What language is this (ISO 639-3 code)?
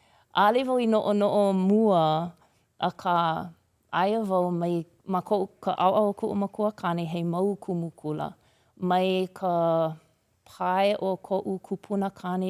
haw